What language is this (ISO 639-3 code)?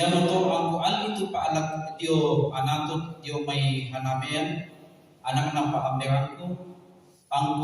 sda